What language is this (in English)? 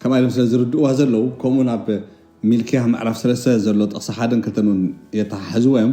Tigrinya